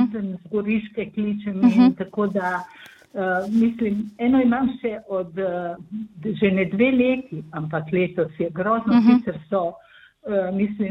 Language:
Slovenian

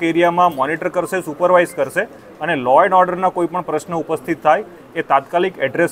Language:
Gujarati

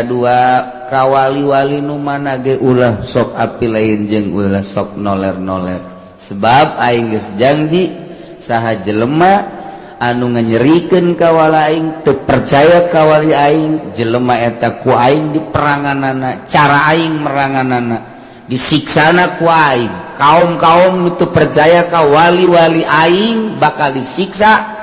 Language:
Sundanese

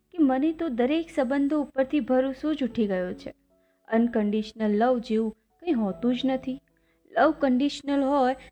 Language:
Gujarati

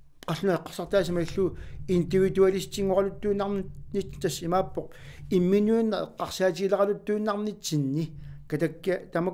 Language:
Kalaallisut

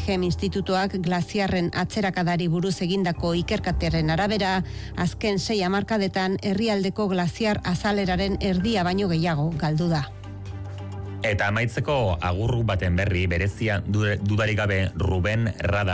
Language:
Basque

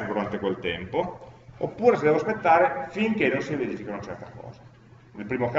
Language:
Italian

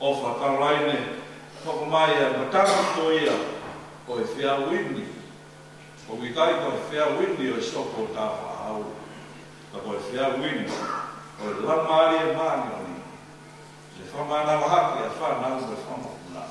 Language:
Tongan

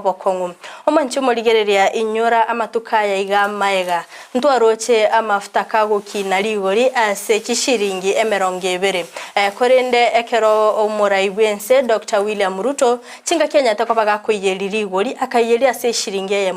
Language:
Gusii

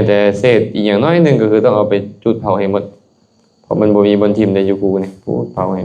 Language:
Lao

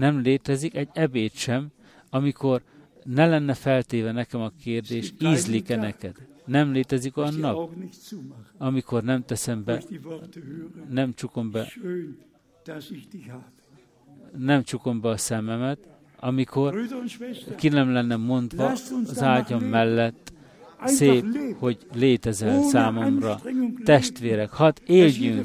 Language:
Hungarian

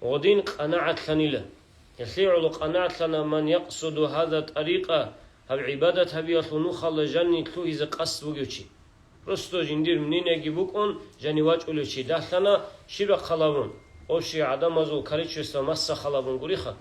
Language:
Avaric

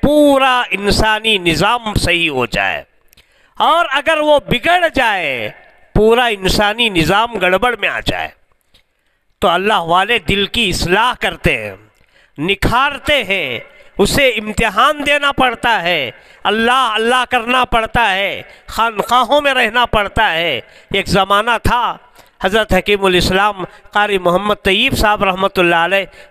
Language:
Urdu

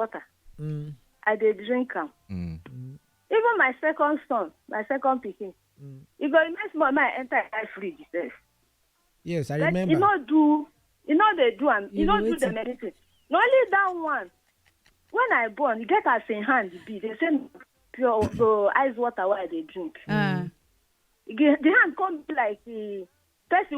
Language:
Nigerian Pidgin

